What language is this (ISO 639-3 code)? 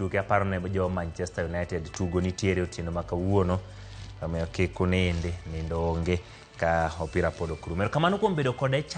luo